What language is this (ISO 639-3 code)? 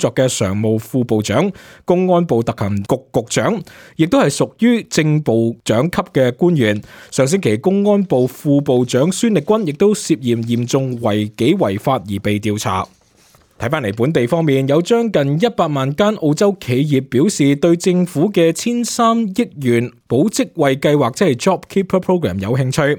yue